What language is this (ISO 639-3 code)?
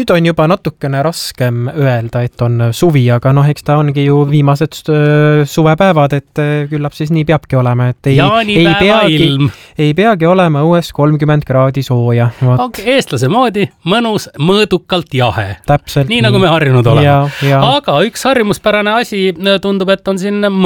est